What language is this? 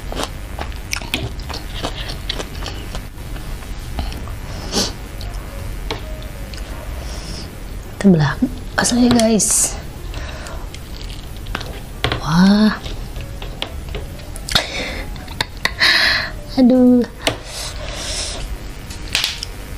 Indonesian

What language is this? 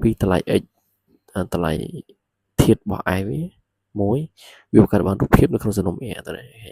Khmer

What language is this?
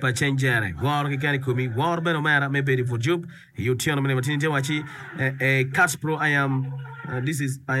Acoli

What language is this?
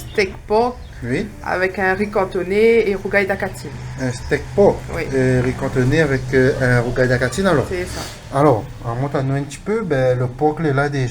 Réunion Creole French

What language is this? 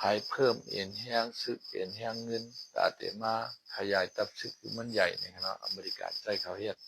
Shan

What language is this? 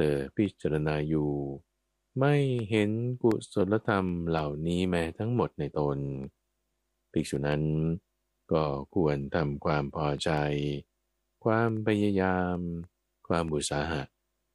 Thai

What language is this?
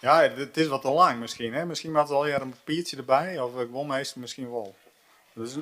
Western Frisian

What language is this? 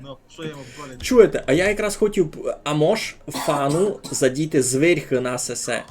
Rusyn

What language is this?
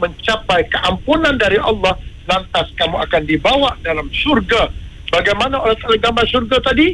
Malay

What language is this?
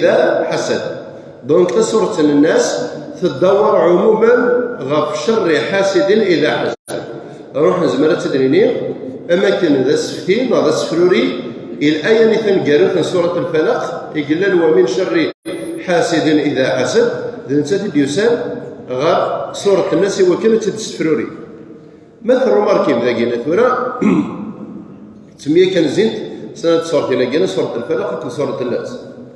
Kabyle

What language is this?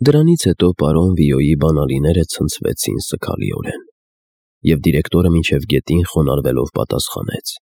Armenian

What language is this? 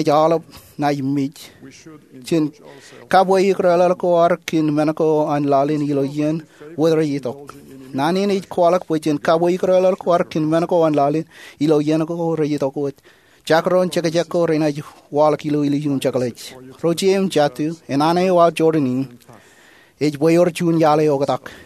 Marshallese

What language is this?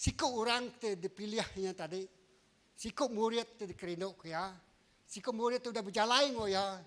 Iban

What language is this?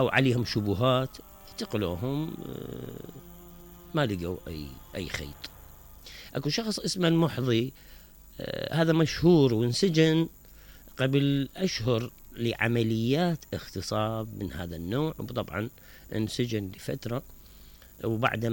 Mesopotamian Arabic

